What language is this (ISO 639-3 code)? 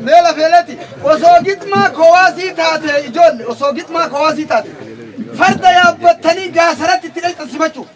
orm